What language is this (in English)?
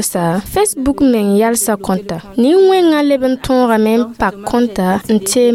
Mossi